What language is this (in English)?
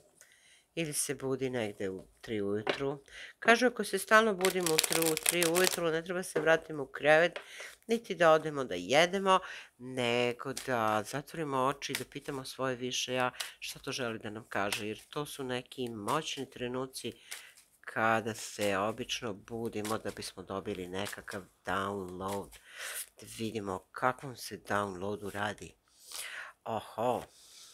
Serbian